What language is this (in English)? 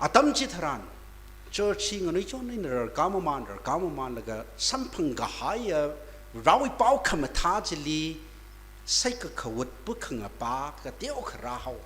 Tangkhul Naga (India)